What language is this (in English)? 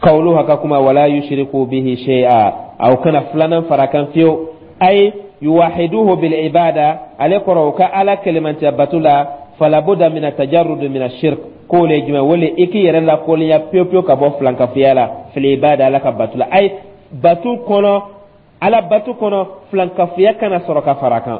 Dyula